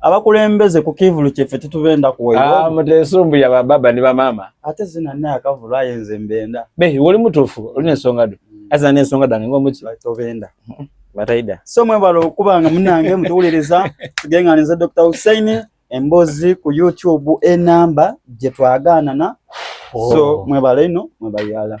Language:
Soga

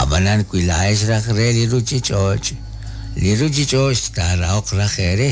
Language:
Kekchí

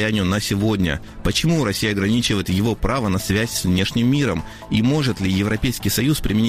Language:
Russian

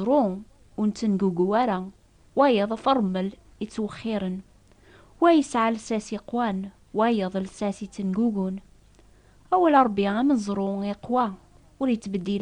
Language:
Kabyle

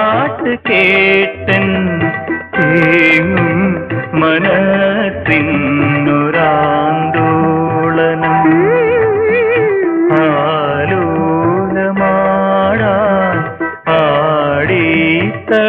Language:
Malayalam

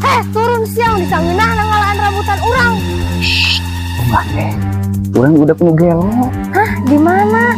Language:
Sundanese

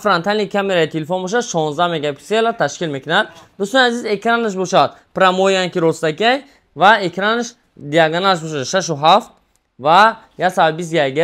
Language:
Tajik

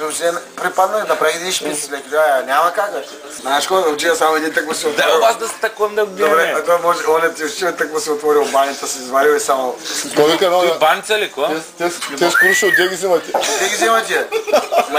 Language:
Bulgarian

